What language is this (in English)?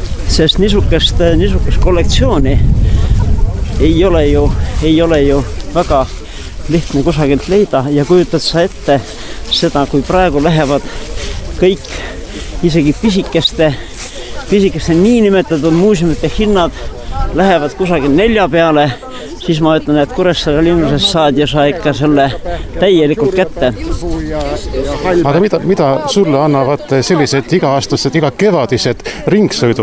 Estonian